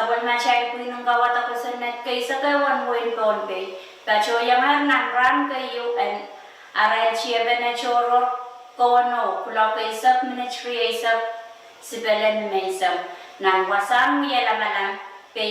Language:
Pohnpeian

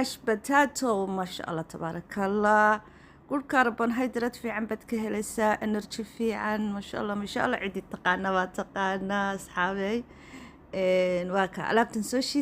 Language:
Somali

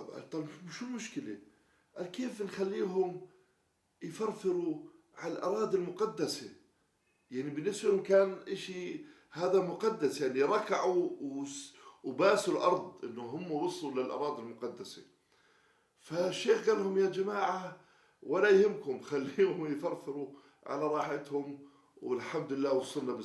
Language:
North Levantine Arabic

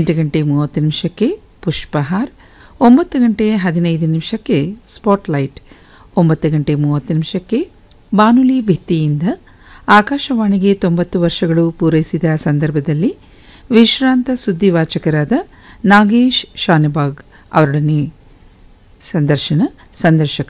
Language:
Kannada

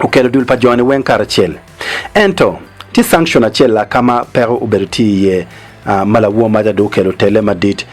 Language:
Acoli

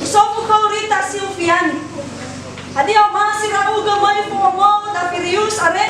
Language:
Nias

